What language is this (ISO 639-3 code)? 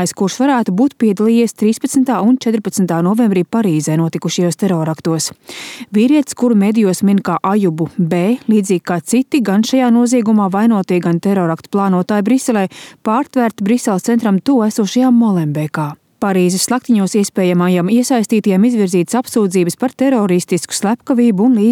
lav